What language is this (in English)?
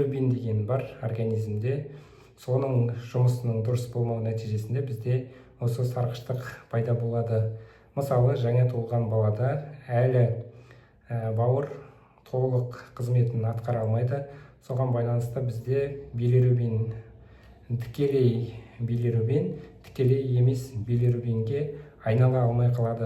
Kazakh